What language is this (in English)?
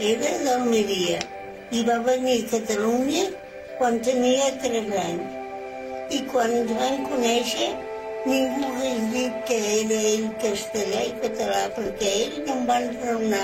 Catalan